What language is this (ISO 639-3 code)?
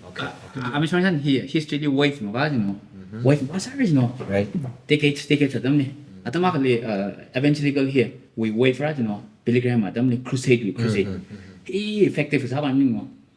nmf